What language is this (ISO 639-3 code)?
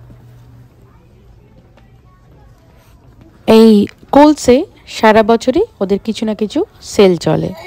ben